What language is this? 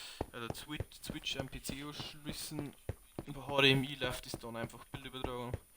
Bavarian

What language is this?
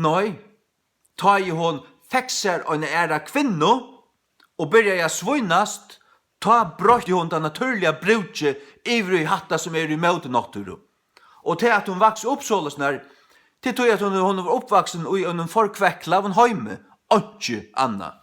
Faroese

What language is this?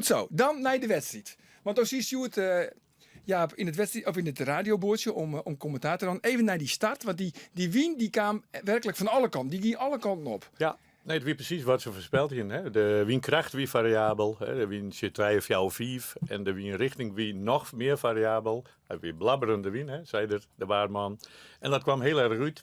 Western Frisian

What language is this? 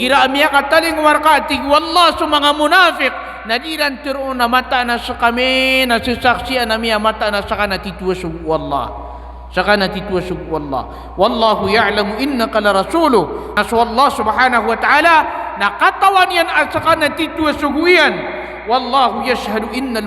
Maranao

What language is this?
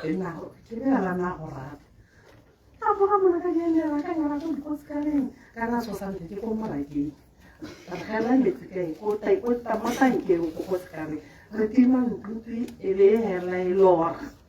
Tswana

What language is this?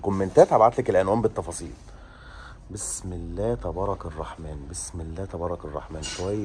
Egyptian Arabic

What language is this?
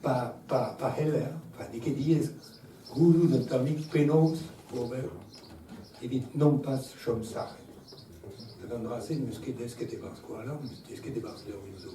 Breton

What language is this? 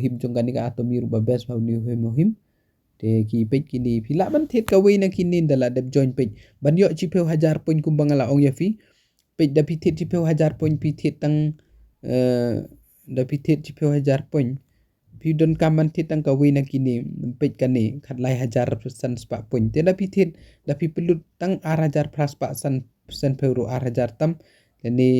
Khasi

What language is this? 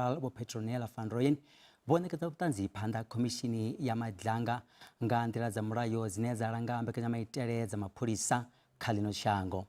Venda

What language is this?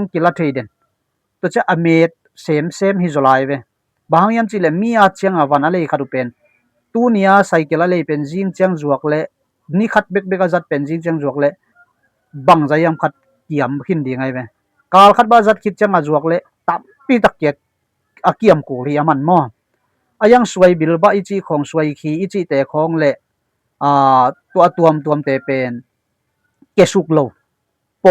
Tedim Chin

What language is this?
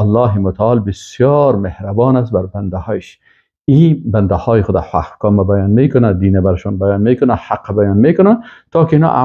Persian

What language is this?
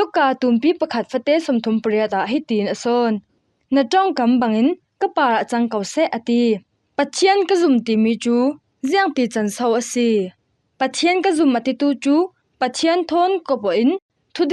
Falam Chin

